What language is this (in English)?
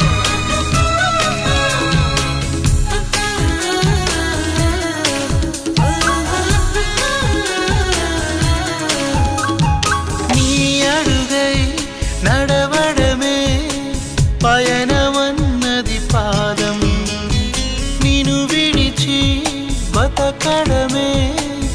Telugu